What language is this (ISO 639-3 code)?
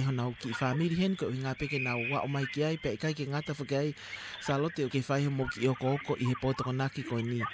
ton